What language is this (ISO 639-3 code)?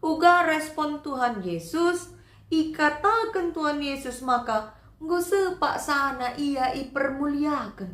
btx